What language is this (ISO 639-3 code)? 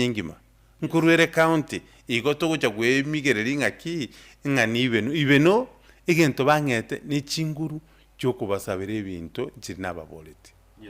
guz